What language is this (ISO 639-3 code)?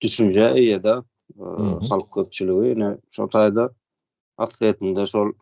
tuk